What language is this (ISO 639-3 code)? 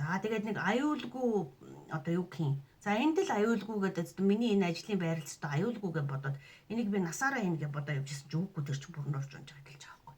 mon